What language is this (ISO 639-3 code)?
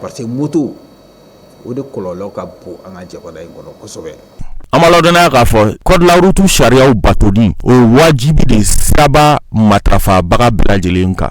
bam